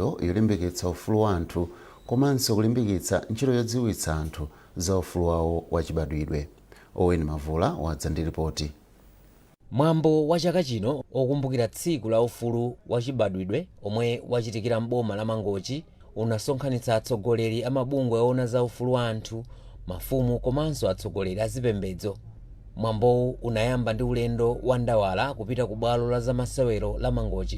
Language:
Nyanja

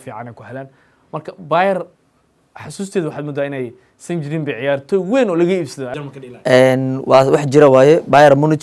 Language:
Somali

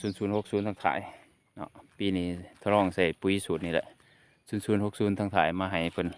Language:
Lao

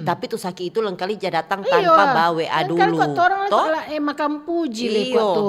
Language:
Manado Malay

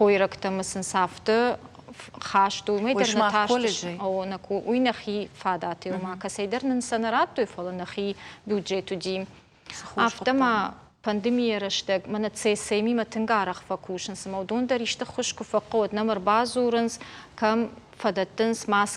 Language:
Ossetic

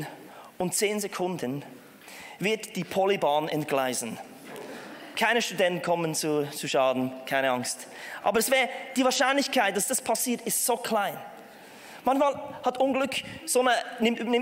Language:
Swiss German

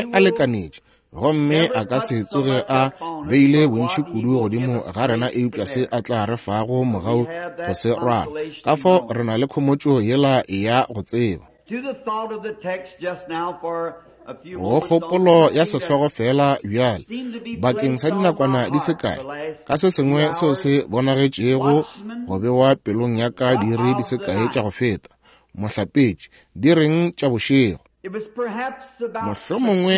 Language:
Northern Sotho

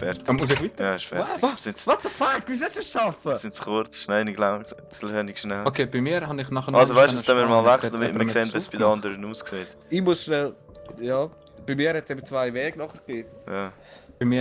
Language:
Swiss German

